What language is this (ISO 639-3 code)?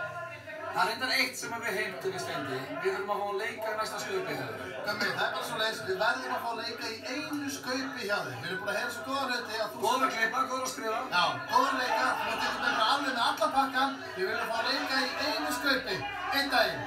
isl